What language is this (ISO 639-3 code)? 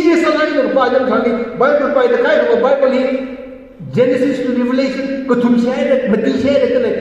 nmf